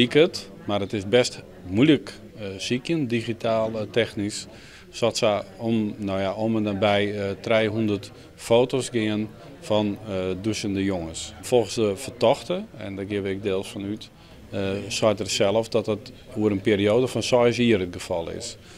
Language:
Western Frisian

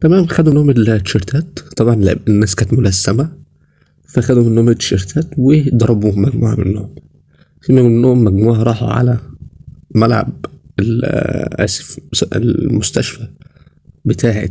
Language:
Egyptian Arabic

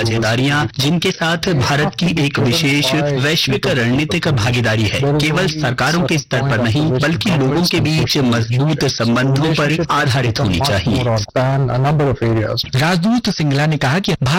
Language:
Hindi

